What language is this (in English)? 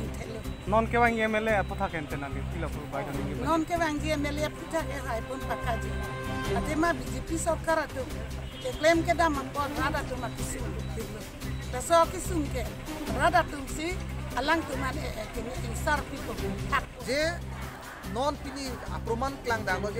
Karbi